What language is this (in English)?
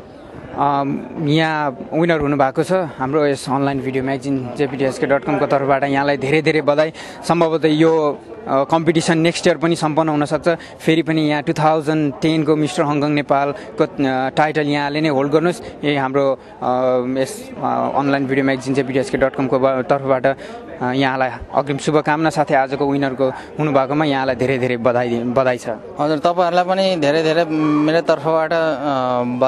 Nepali